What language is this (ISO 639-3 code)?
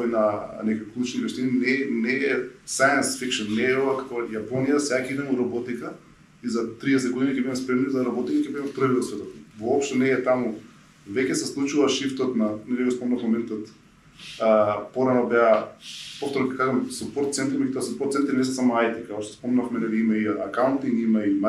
mkd